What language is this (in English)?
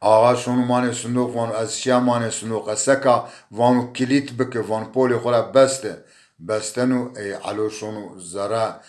Zaza